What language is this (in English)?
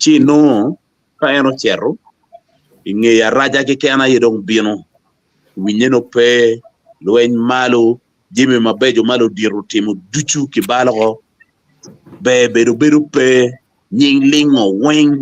Acoli